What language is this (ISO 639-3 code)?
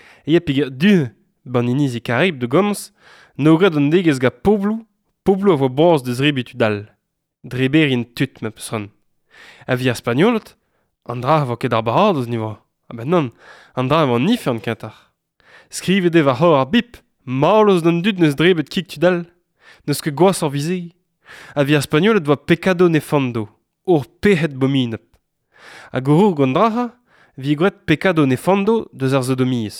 bre